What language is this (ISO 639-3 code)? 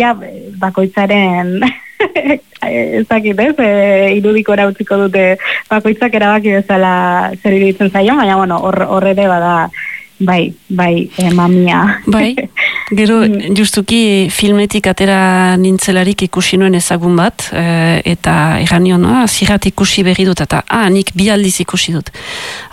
eus